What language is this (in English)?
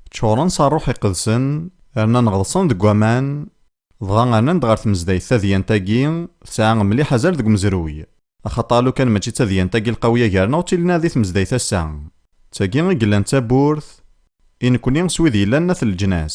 Kabyle